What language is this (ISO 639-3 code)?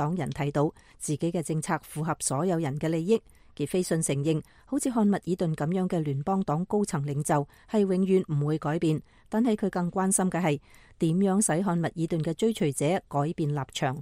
yue